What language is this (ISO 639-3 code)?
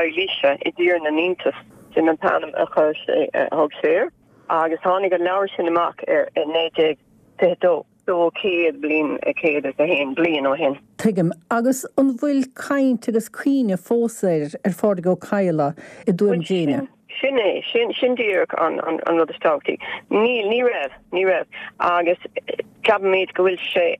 gle